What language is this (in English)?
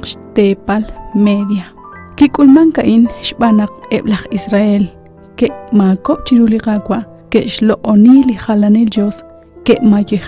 Kekchí